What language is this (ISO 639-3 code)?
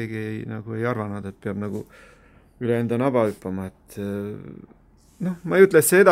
est